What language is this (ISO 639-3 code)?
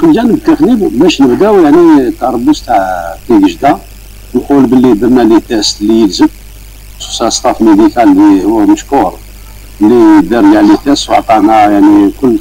arq